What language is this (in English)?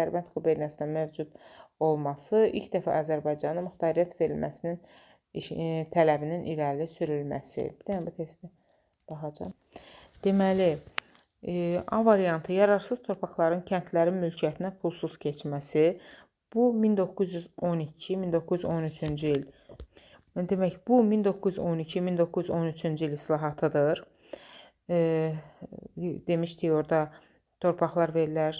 Azerbaijani